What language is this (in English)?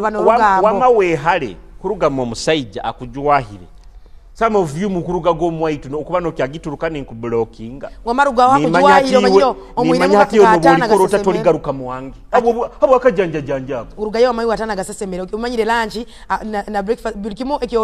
Tooro